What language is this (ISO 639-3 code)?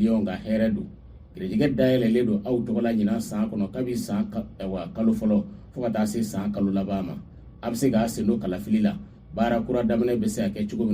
bam